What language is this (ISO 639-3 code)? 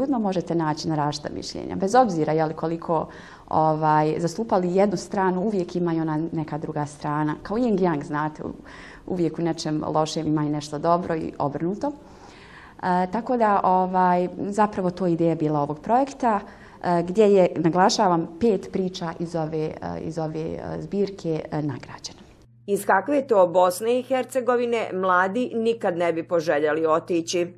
bos